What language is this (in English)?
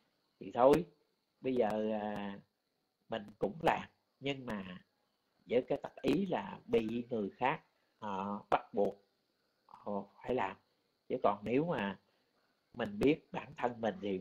Vietnamese